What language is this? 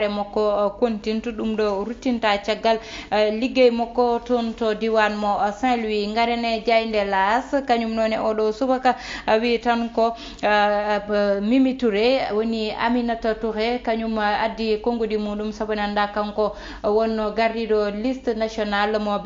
Fula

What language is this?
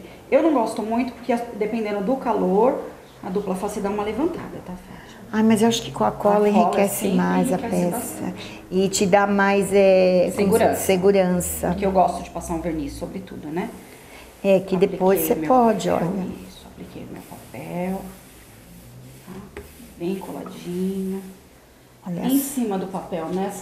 Portuguese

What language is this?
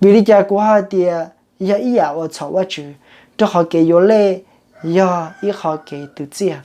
Hmong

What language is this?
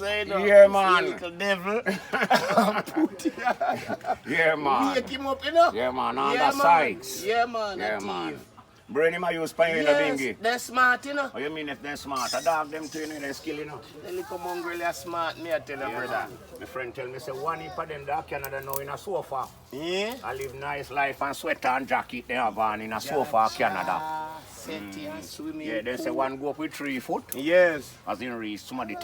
Jamaican Creole English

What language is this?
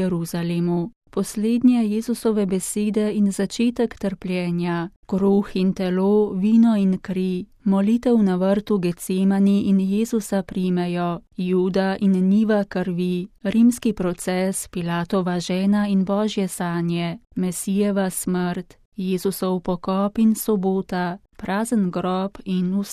Slovenian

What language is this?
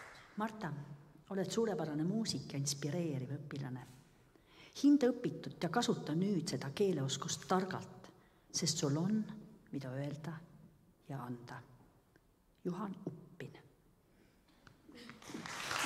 Estonian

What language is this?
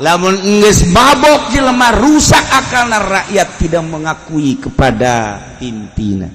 Sundanese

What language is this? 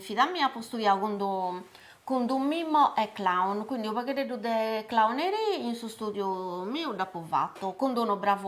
Sardinian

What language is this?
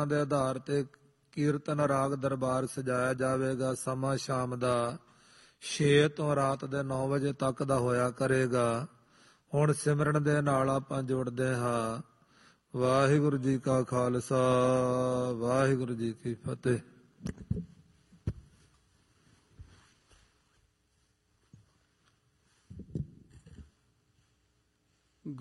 Punjabi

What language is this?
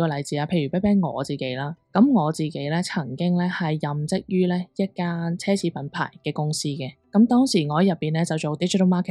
Cantonese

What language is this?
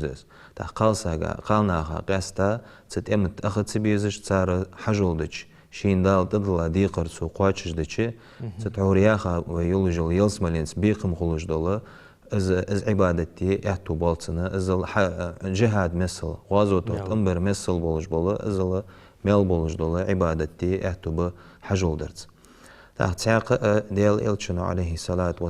Ingush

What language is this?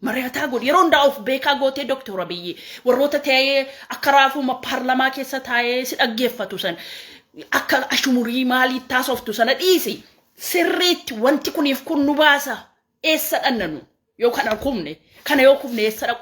Oromo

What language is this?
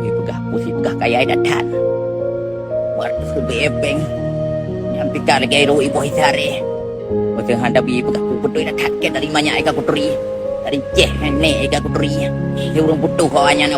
Achinese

